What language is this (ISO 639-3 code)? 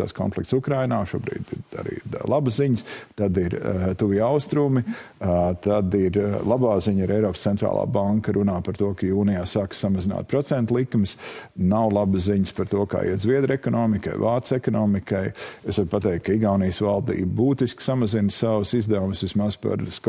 lav